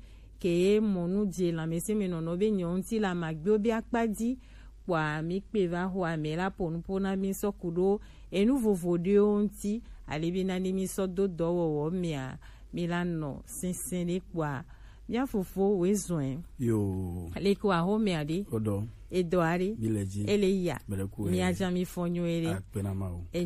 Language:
Gen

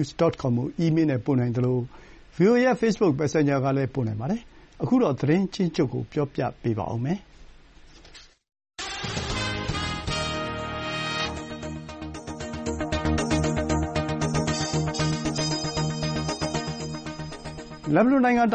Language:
Burmese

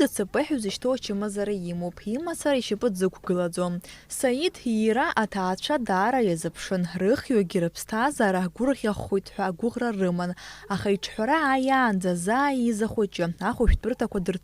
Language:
Abkhazian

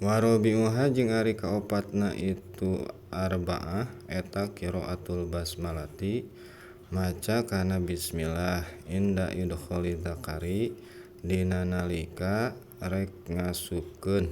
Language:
Sundanese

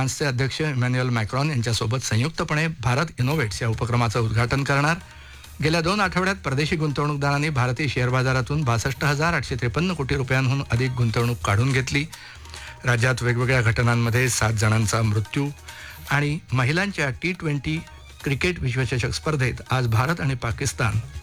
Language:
Marathi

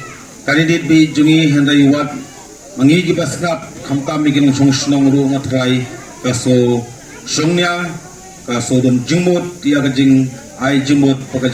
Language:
Khasi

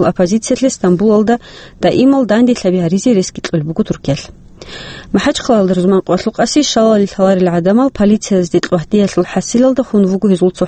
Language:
Avaric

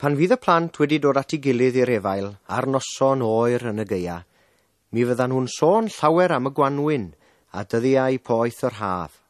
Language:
Welsh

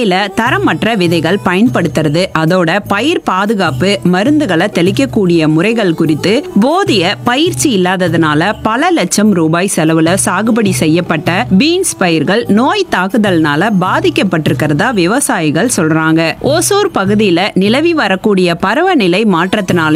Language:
Tamil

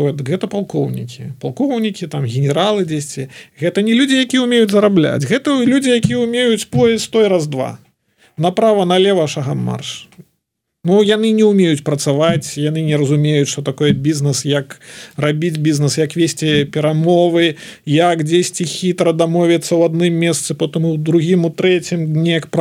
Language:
Belarusian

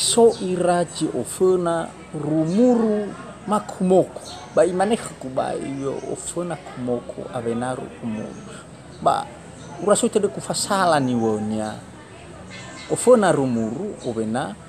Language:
Nias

